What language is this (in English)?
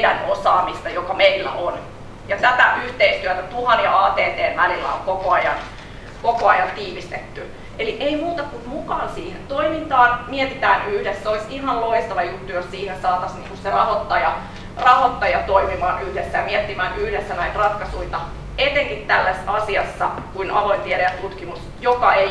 Finnish